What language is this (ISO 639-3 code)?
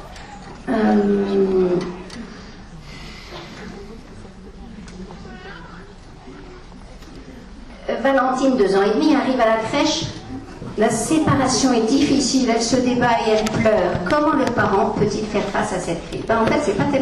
fra